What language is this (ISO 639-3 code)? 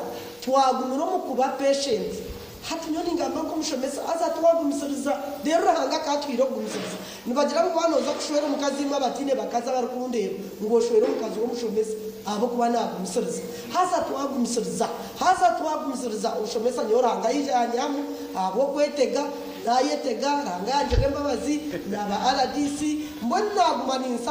nyn